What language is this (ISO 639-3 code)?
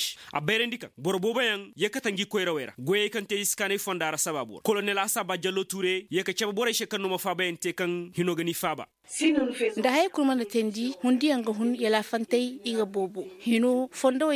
ses